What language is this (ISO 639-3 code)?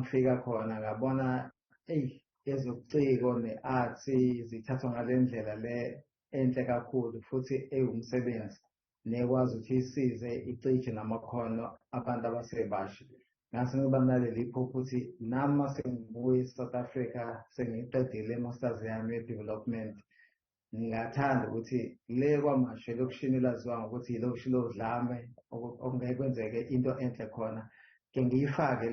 zul